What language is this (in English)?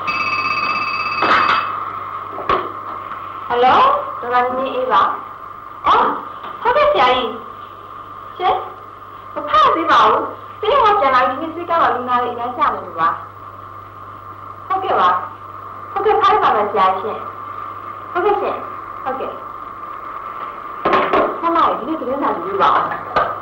Burmese